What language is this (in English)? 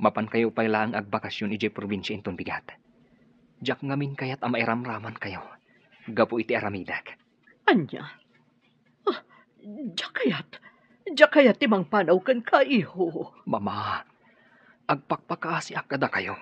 Iloko